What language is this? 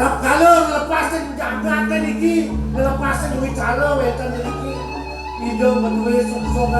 Balinese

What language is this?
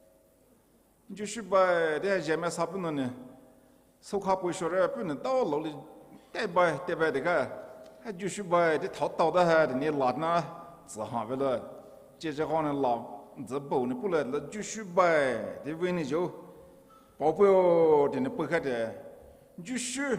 Poumei Naga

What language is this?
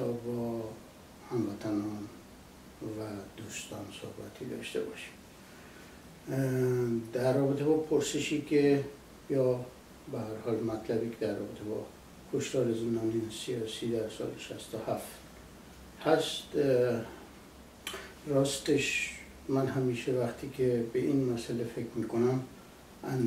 Persian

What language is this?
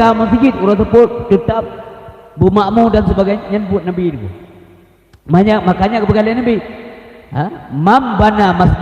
Achinese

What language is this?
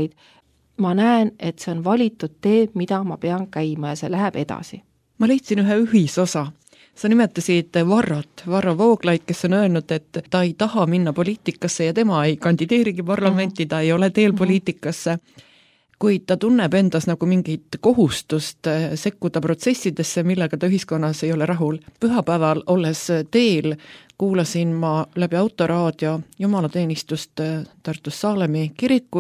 Estonian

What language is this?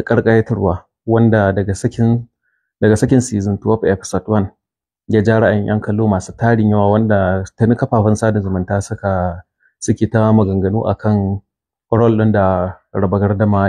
Hausa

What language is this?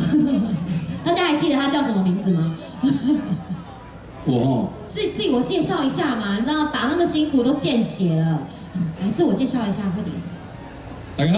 Chinese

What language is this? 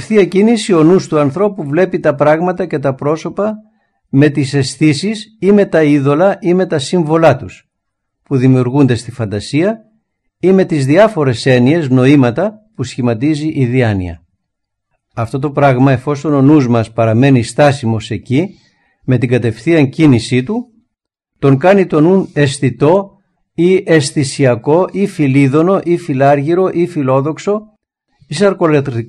Greek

